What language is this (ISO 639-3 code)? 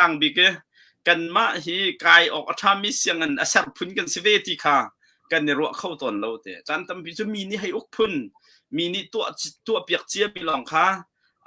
cnh